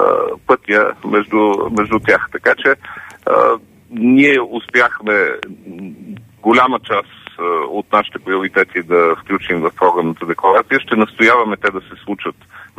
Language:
Bulgarian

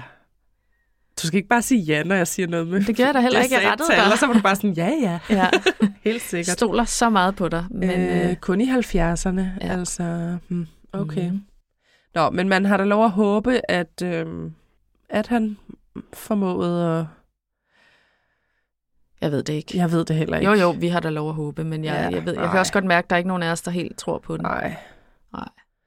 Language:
Danish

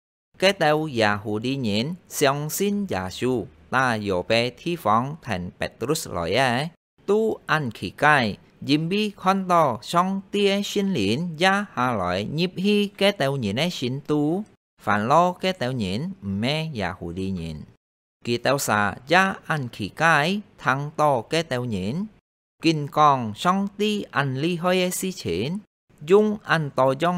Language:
Hakka Chinese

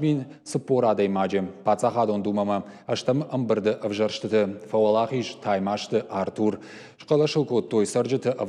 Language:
Ossetic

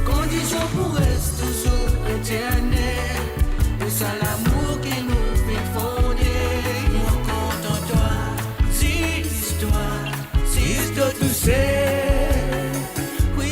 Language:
Morisyen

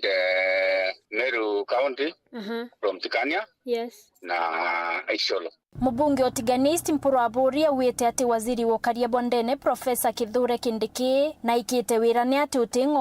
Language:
Meru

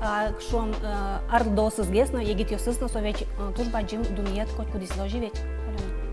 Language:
Udmurt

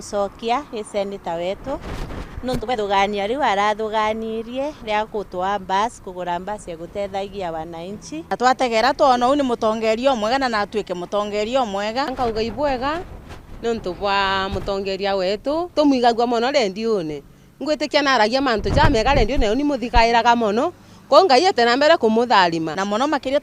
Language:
Meru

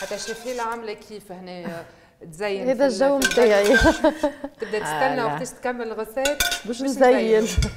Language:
Tunisian Arabic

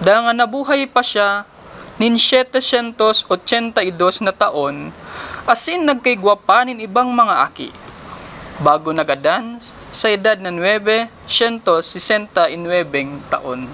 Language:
Bikol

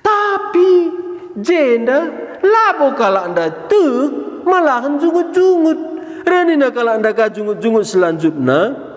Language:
Batak Karo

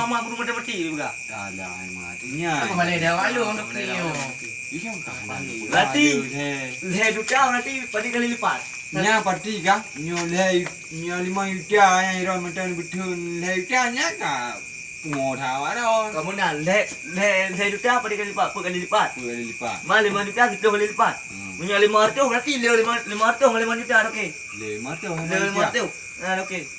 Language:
Achinese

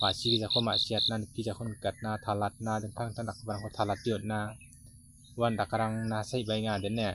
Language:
Garo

